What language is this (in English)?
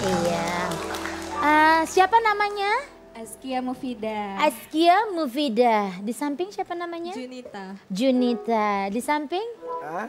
Musi